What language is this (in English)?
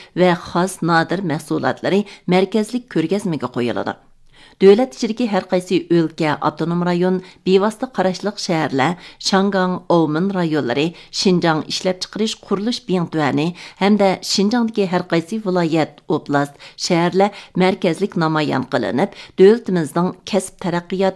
Uyghur